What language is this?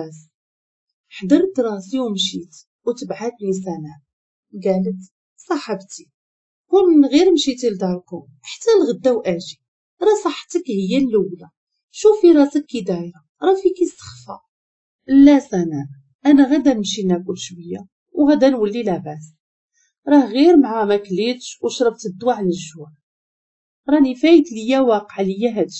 Moroccan Arabic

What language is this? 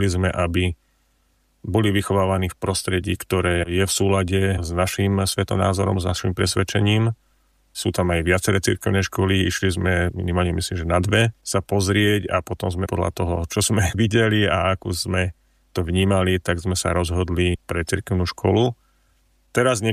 Slovak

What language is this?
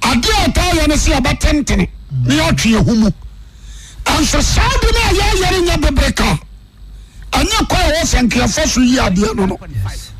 Akan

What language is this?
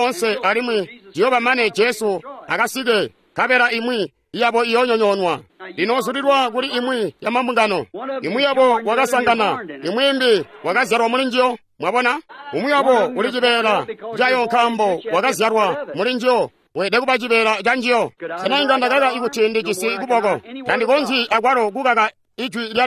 Tonga (Zambia)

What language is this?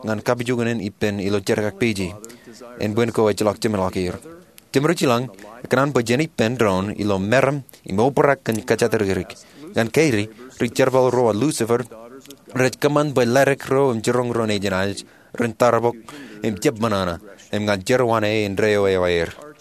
Marshallese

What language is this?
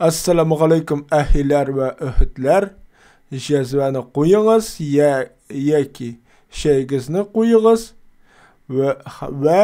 Tatar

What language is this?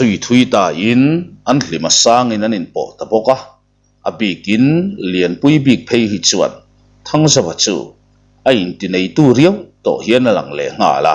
Mizo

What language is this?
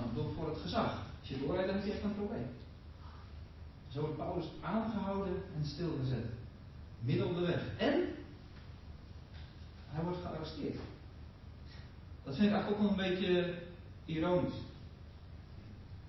Dutch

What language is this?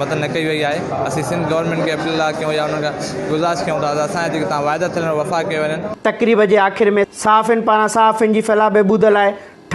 Sindhi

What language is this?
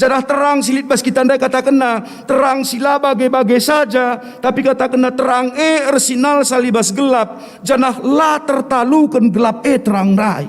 Batak Karo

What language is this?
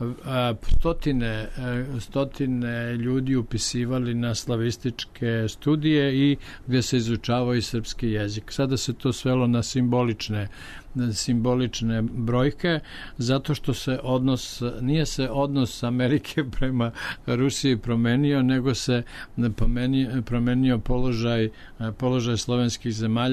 Serbian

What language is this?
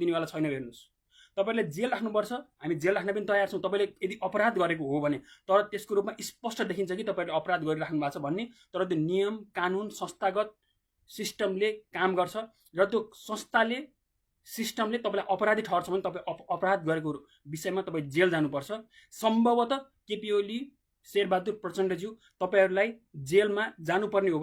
Nepali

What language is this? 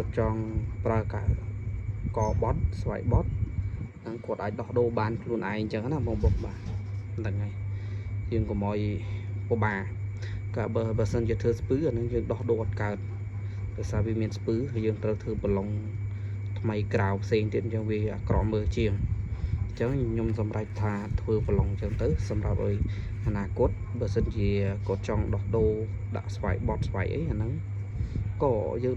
Khmer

